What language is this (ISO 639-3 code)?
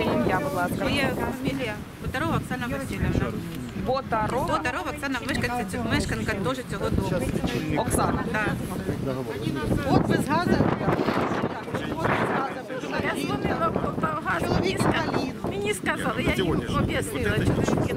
ukr